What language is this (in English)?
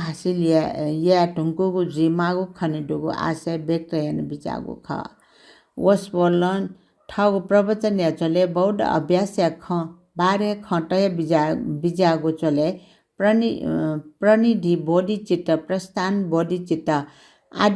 Newari